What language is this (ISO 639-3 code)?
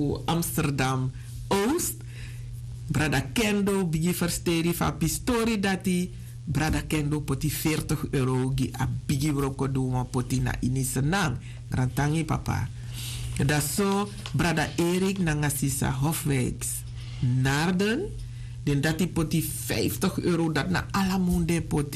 srn